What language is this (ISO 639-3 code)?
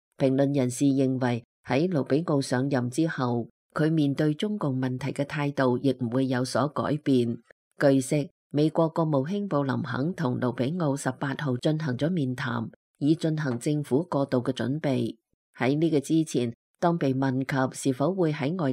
yue